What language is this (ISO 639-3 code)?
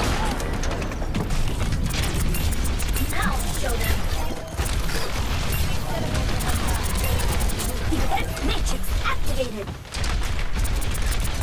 eng